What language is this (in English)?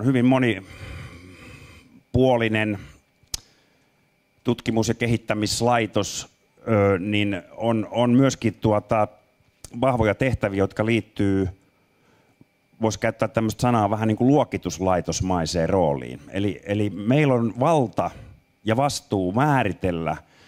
Finnish